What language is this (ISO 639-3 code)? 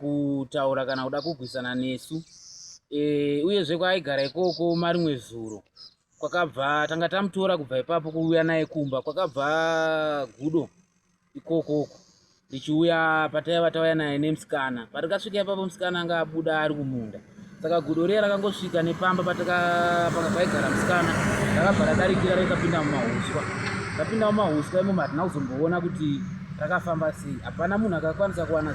sna